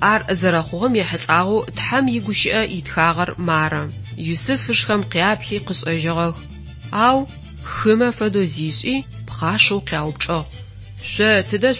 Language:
Adyghe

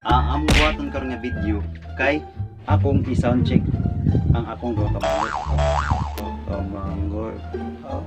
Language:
Cebuano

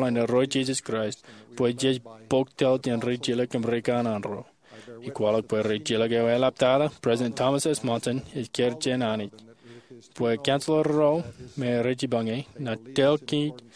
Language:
Marshallese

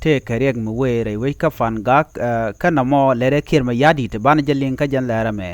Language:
Nuer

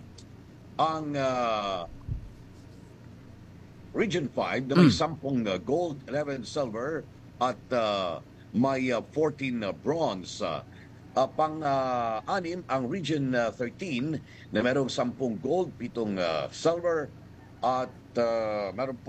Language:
Filipino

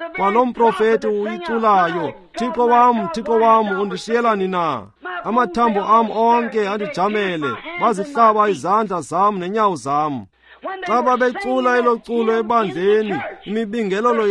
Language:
Xhosa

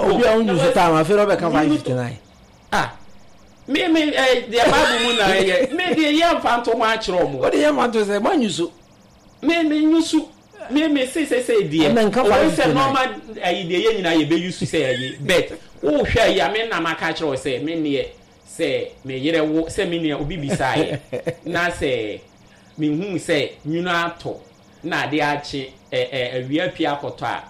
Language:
Akan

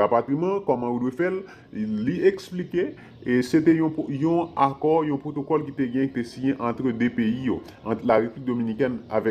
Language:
Haitian Creole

